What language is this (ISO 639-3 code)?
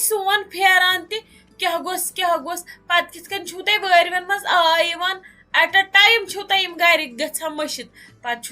kas